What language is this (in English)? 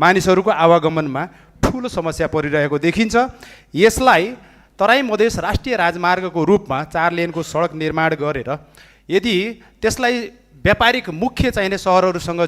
Nepali